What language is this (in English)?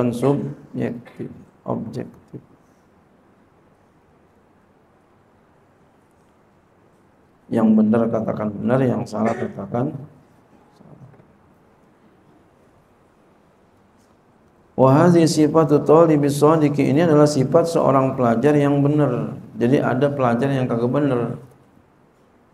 Indonesian